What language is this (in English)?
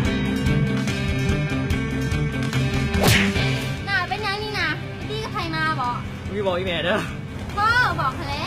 Lao